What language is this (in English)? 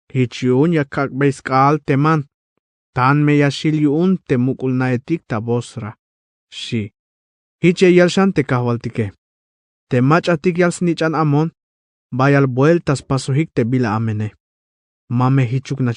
Tzeltal